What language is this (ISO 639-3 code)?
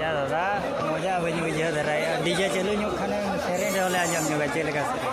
sat